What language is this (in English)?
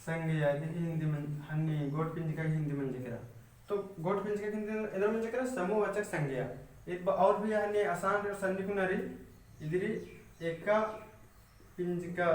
Kurukh